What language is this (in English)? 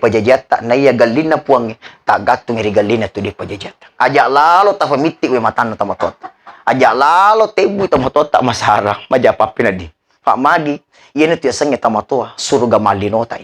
Buginese